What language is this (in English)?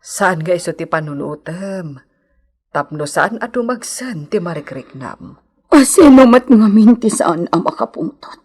Iloko